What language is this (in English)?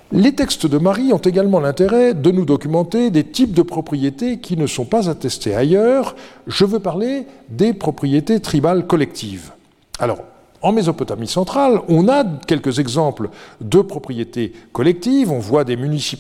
French